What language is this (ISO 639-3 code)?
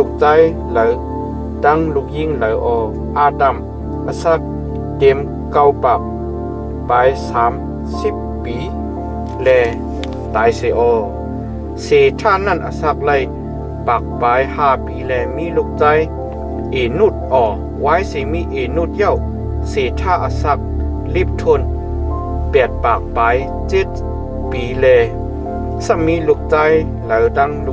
shn